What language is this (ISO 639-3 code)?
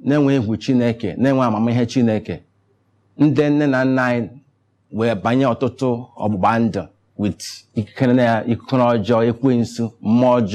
ibo